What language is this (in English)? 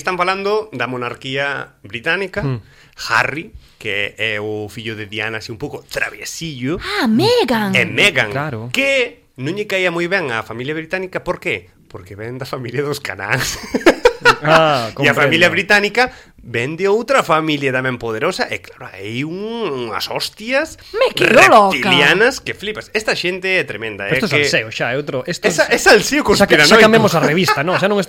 Galician